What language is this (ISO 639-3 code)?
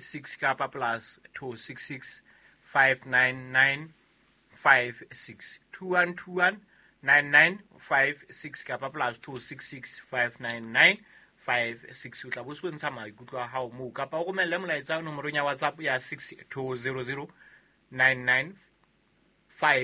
sot